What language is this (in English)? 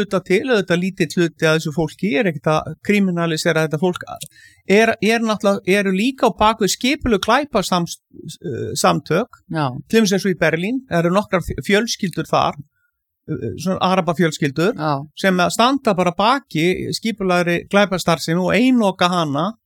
Icelandic